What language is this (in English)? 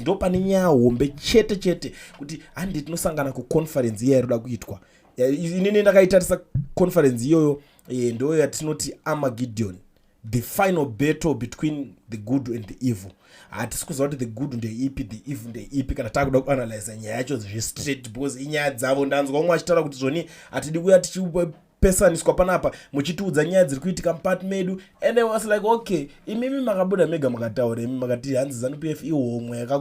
Shona